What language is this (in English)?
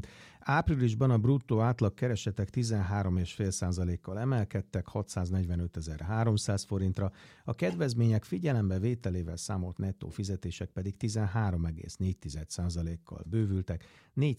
Hungarian